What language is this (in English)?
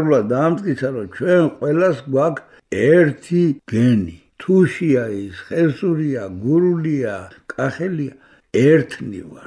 Georgian